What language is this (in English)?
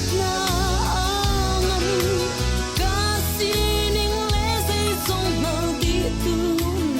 Hakha Chin